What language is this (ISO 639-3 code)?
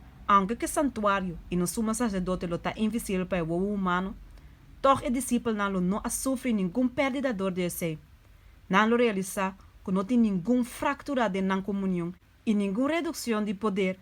pap